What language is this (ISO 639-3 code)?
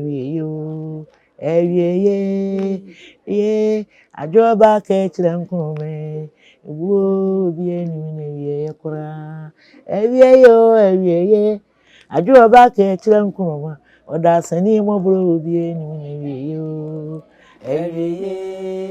aka